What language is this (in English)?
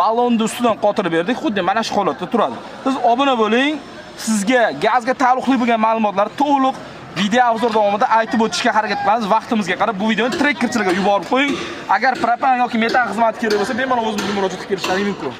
Uzbek